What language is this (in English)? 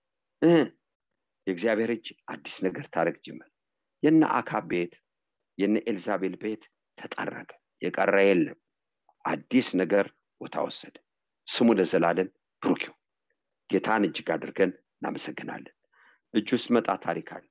Amharic